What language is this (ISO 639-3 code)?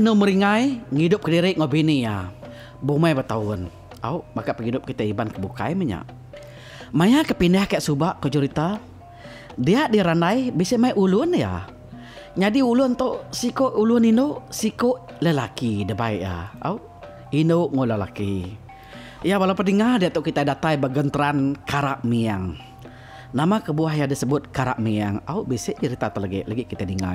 iba